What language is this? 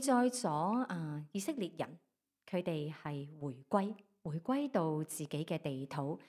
Cantonese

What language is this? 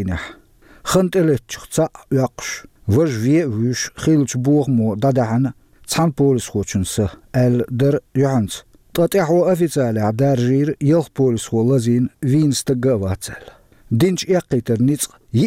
Chechen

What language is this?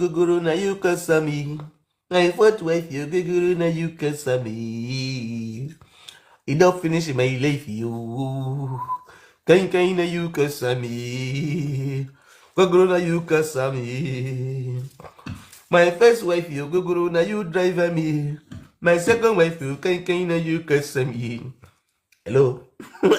Nigerian Pidgin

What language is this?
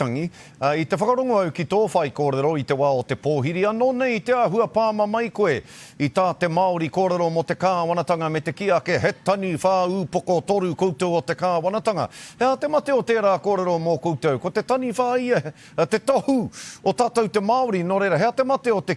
Māori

